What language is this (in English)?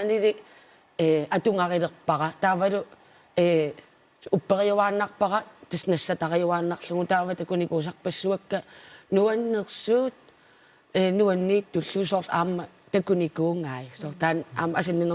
Kalaallisut